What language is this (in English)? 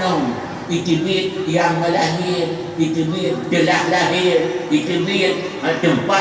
Achinese